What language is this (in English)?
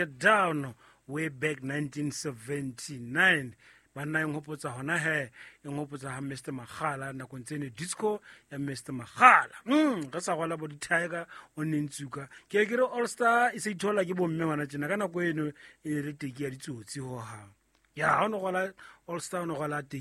Southern Sotho